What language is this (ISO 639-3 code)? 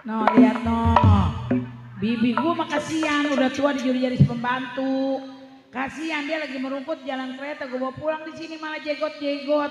bew